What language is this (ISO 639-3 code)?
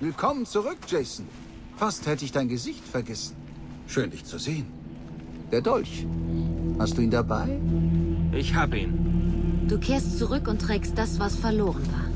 bar